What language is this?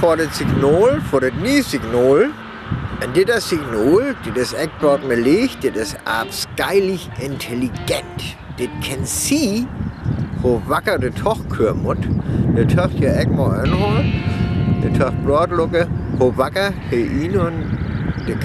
Northern Frisian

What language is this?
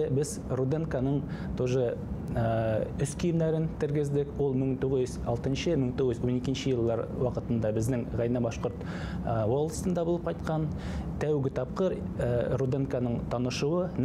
Bashkir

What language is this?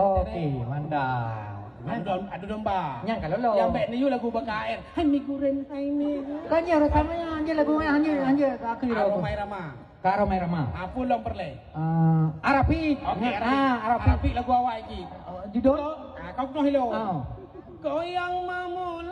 Achinese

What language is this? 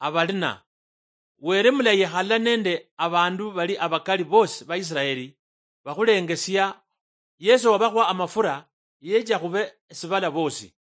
Luyia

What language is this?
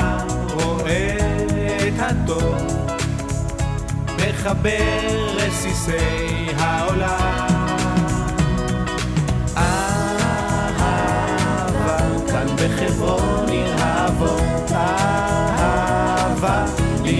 Hebrew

